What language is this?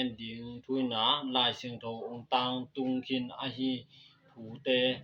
Tedim Chin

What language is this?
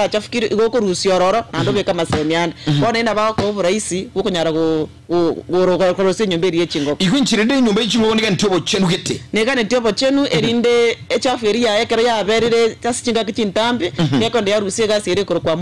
Gusii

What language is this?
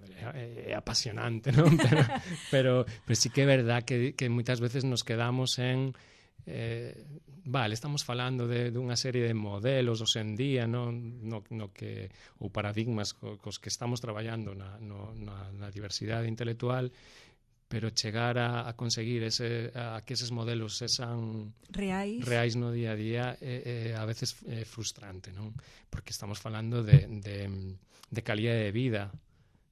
Galician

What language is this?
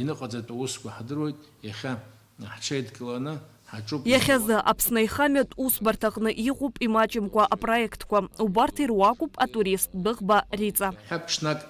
Abkhazian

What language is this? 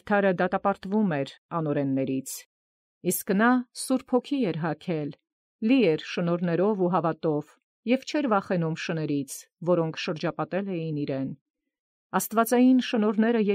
Armenian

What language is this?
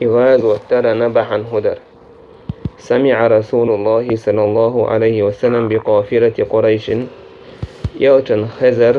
Chechen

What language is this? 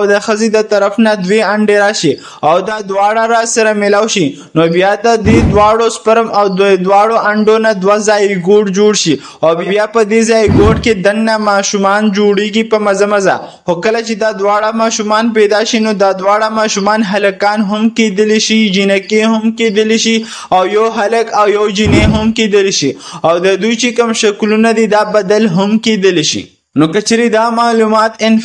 Pashto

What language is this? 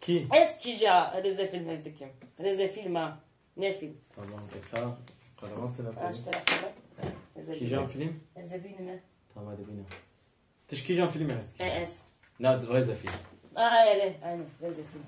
Kurdish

